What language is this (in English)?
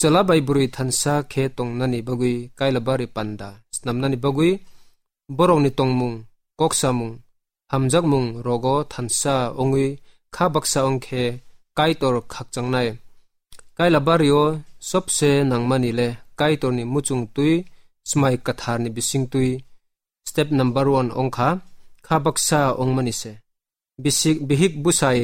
Kok Borok